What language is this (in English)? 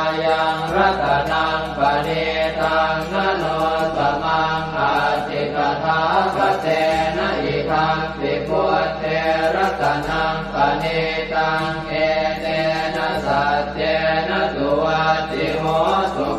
Pali